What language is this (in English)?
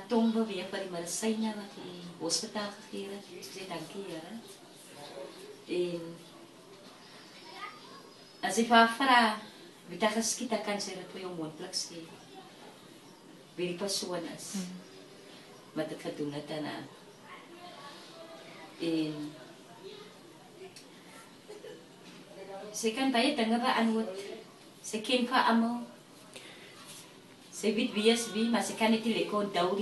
Afrikaans